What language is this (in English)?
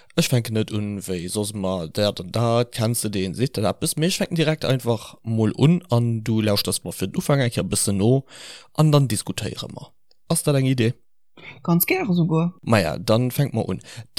Luxembourgish